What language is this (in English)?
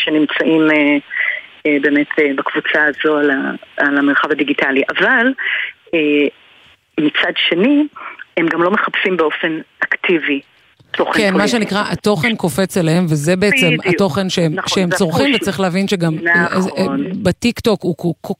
Hebrew